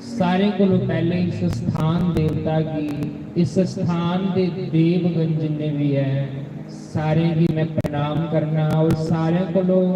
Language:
Dogri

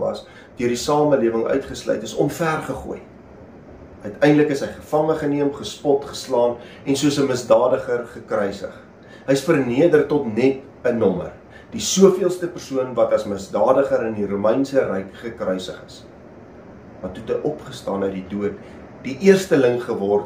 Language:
Afrikaans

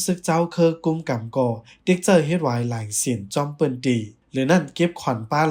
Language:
Shan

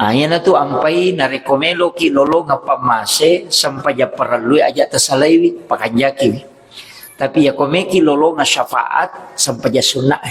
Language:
Buginese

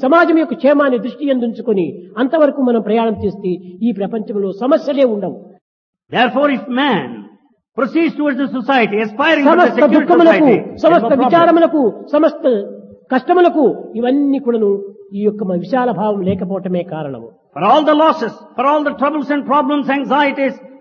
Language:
Telugu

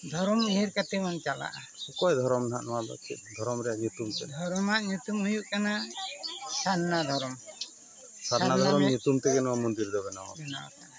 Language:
Santali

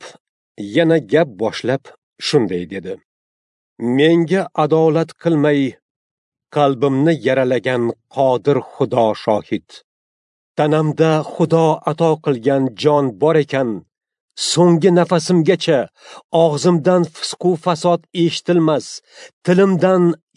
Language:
Uzbek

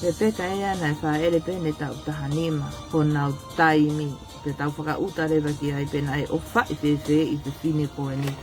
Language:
Tongan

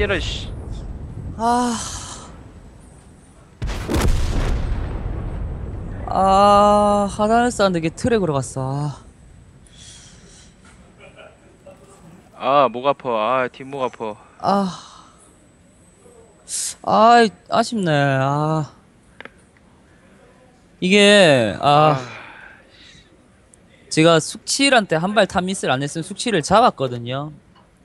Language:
Korean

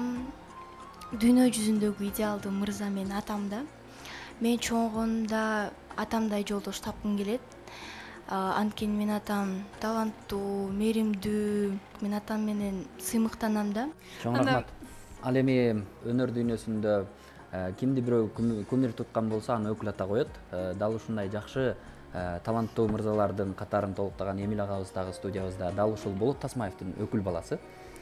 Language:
Kyrgyz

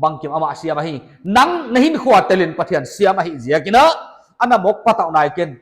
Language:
Paite Chin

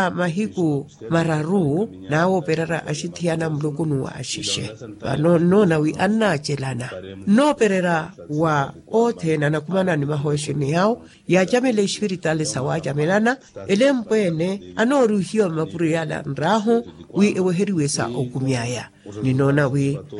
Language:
Makhuwa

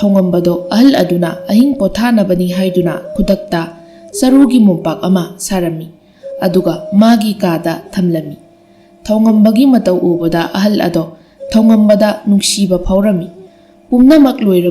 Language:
Manipuri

